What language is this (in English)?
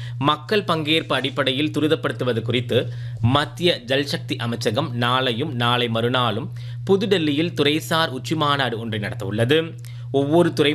Tamil